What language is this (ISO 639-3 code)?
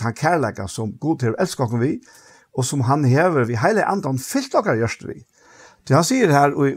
fao